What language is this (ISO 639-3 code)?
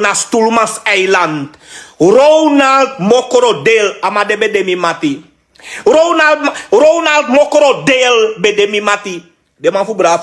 srn